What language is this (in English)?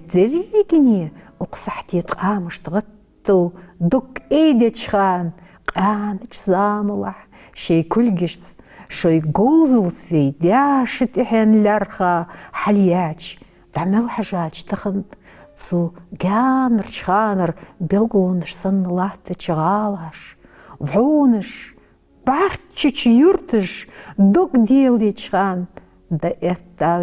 Ingush